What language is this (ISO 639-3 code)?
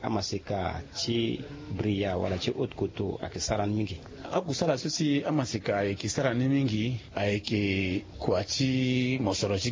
sag